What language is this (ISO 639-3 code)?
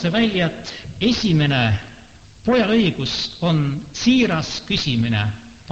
est